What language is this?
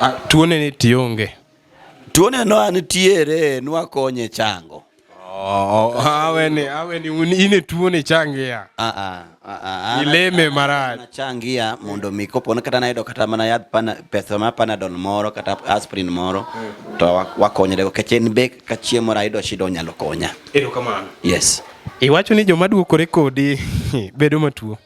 Luo (Kenya and Tanzania)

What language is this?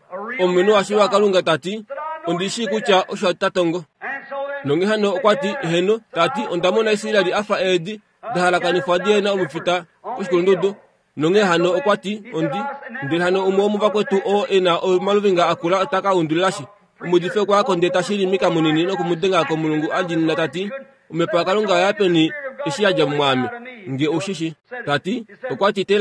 Kuanyama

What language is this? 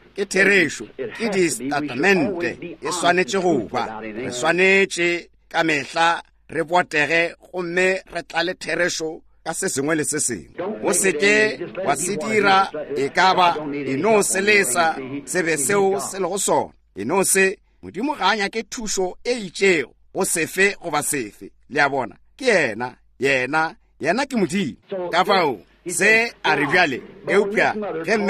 Northern Sotho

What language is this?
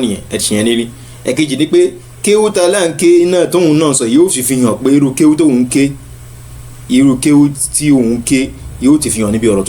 Yoruba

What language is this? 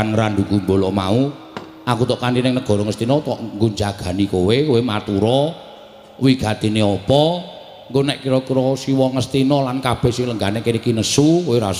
Javanese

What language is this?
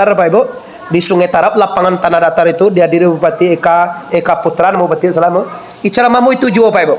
Minangkabau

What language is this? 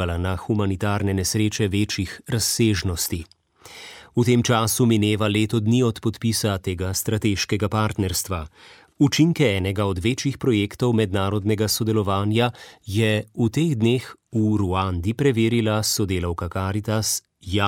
Slovenian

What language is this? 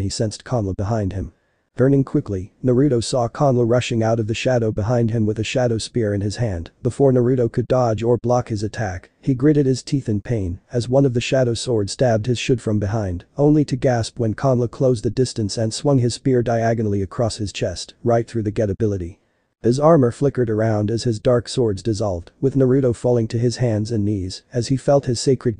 English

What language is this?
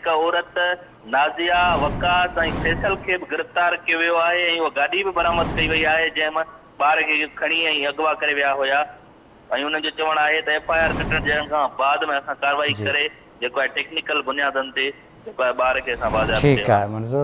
Sindhi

